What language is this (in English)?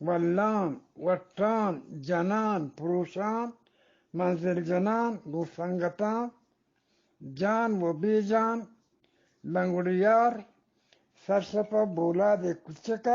Eastern Balochi